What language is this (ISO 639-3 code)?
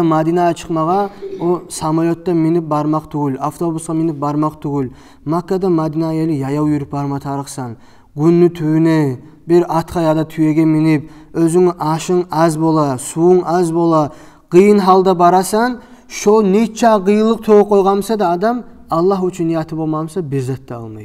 kum